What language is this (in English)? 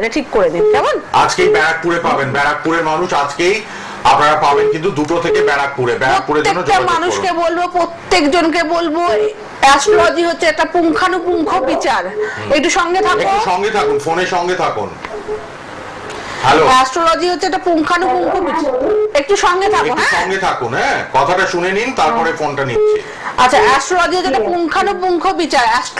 Bangla